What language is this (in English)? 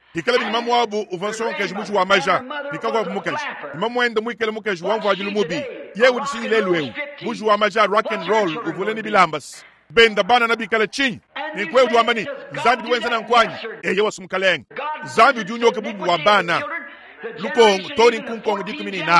Luba-Lulua